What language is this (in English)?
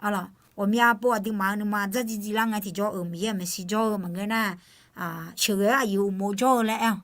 Akha